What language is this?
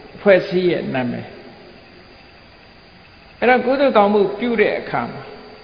Burmese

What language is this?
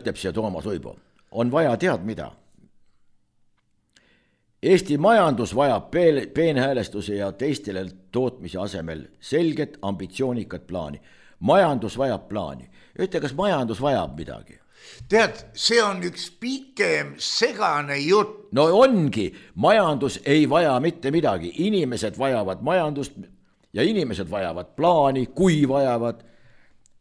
Estonian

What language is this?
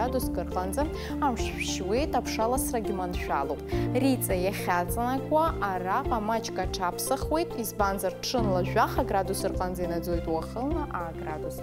Abkhazian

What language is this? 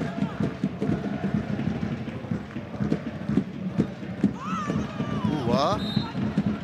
Hebrew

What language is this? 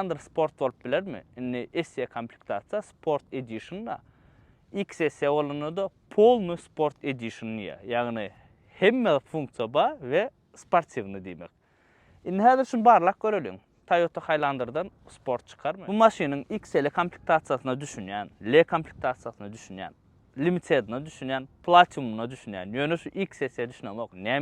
Turkmen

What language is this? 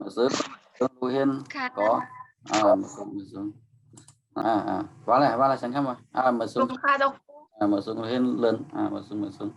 Shan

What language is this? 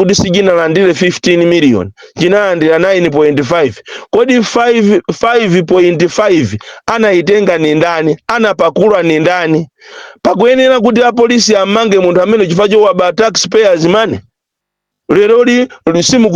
Nyanja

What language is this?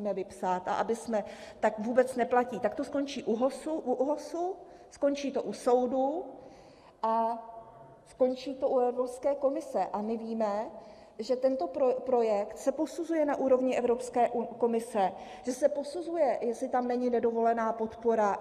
Czech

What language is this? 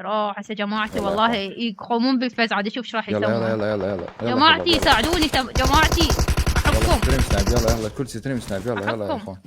Mesopotamian Arabic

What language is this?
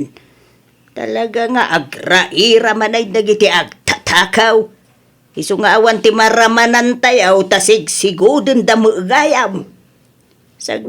Iloko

